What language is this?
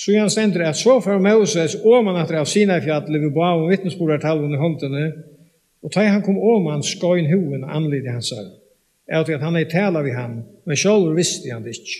Faroese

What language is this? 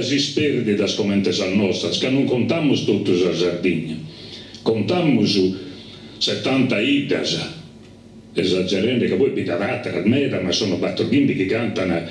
Sardinian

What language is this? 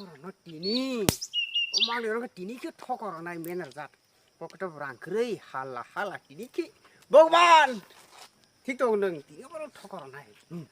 Kok Borok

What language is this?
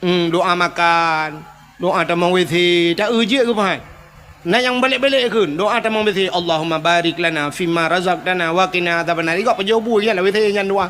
Achinese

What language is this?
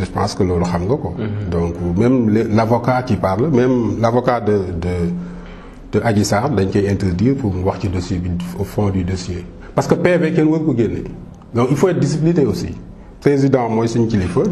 Wolof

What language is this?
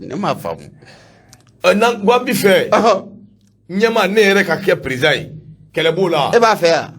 Bambara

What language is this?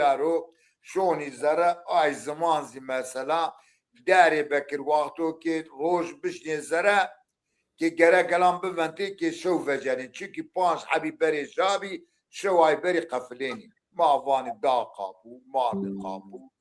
Zaza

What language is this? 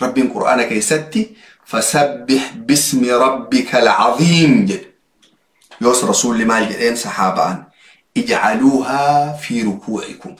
Oromo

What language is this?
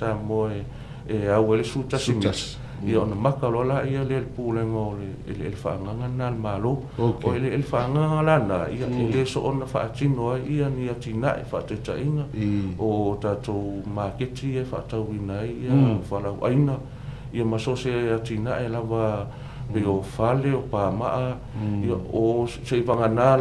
Samoan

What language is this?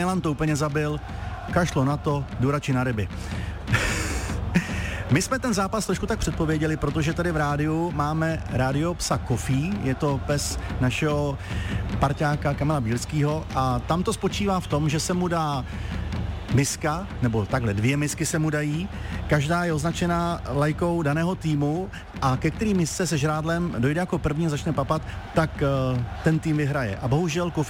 Czech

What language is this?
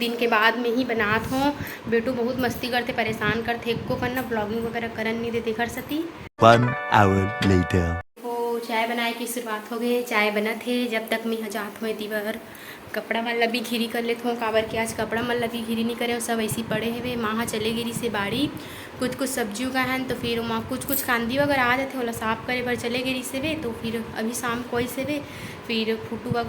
Chhattisgarhi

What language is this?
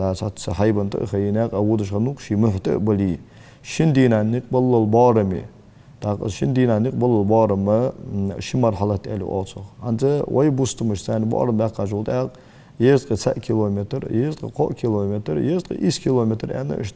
Ingush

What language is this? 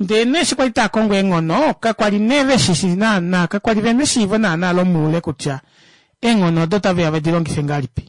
Kuanyama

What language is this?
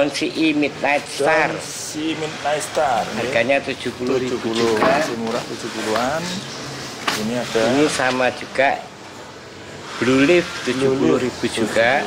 Indonesian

